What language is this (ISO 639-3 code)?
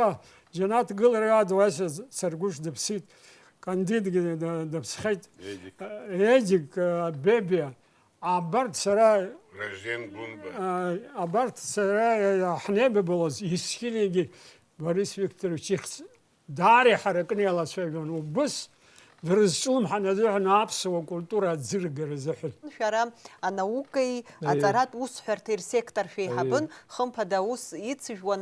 abk